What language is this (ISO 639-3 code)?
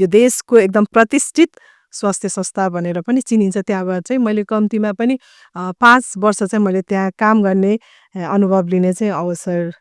nep